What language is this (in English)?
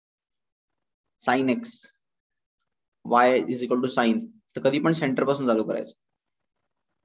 Marathi